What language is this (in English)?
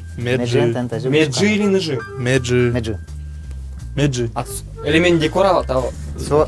Udmurt